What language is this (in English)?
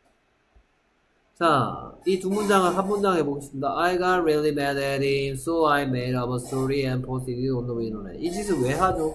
Korean